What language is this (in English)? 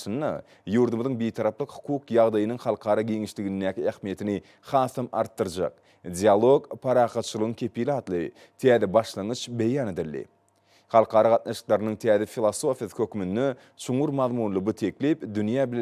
Turkmen